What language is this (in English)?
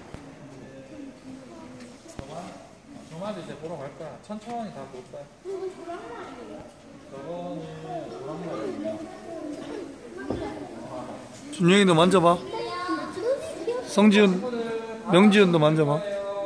Korean